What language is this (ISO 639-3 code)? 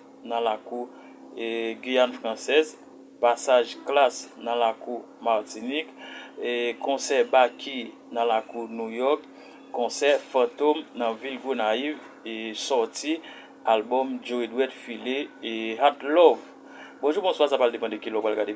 hat